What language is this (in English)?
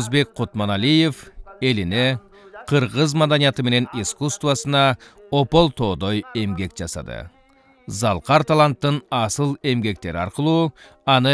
Kyrgyz